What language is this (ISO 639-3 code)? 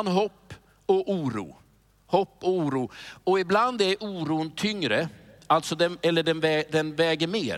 swe